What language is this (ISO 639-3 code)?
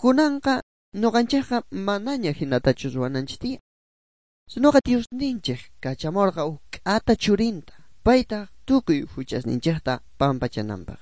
quh